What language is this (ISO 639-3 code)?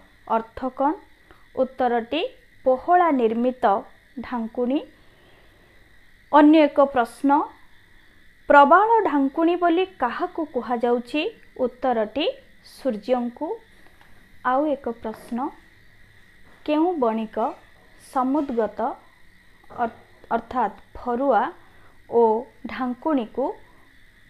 ori